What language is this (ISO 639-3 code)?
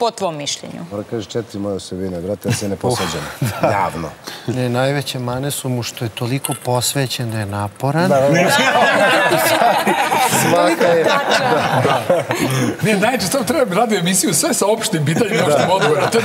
srp